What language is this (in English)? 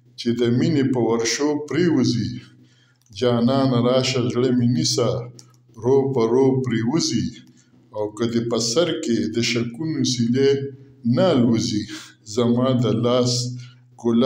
Pashto